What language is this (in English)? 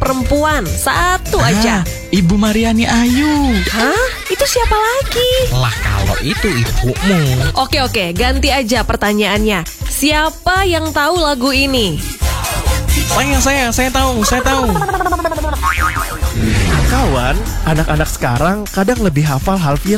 Indonesian